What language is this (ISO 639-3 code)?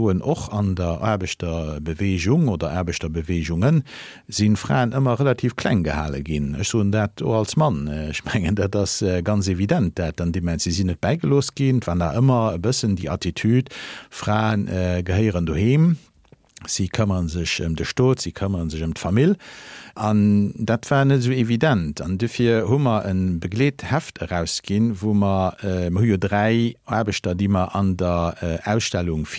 ltz